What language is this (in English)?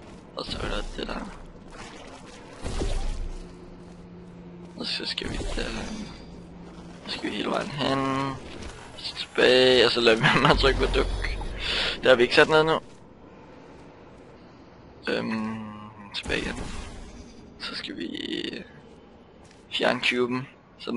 Danish